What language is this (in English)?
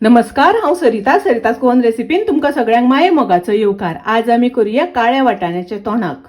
Konkani